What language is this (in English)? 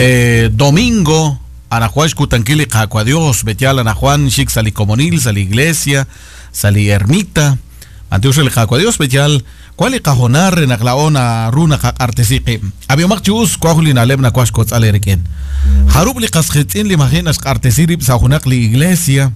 Kekchí